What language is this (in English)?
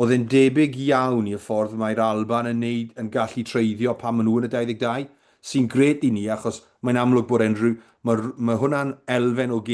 Welsh